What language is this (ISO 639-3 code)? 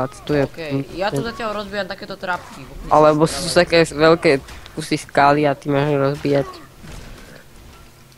slk